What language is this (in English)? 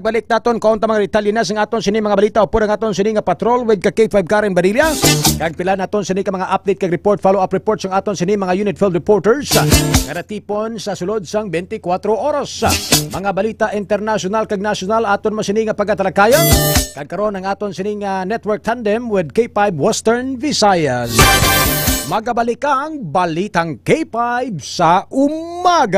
Hiligaynon